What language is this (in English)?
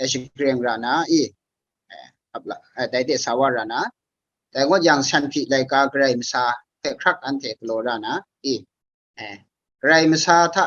Kachin